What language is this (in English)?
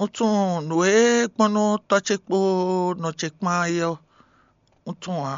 Fon